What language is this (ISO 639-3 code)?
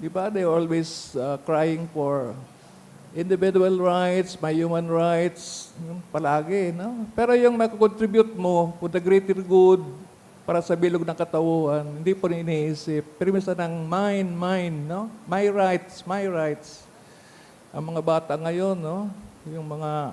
bik